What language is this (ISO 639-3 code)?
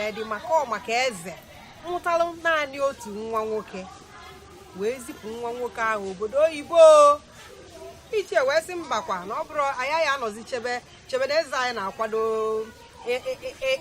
ibo